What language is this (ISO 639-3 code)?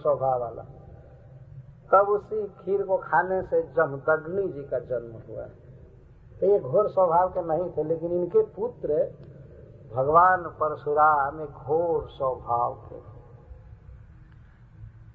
hin